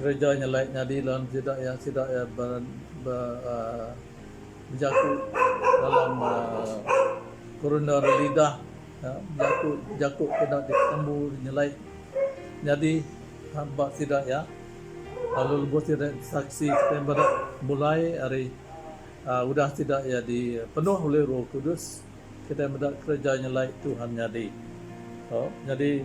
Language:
Iban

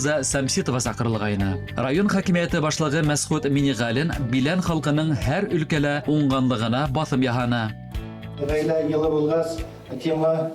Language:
Bashkir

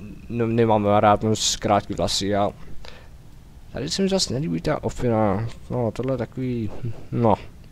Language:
Czech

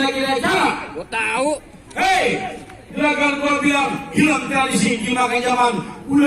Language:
Betawi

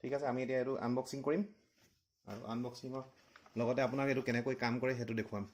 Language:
Assamese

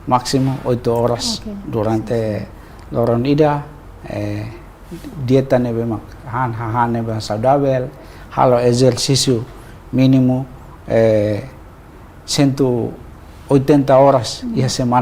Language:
Tetum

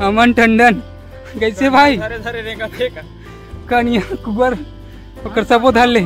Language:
Chhattisgarhi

